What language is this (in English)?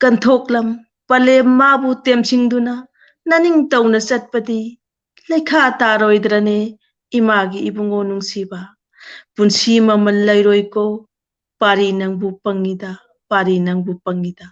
Manipuri